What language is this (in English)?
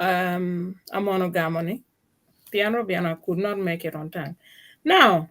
Acoli